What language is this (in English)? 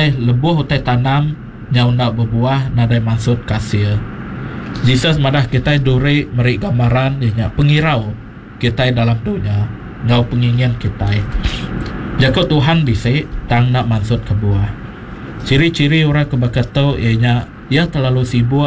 Iban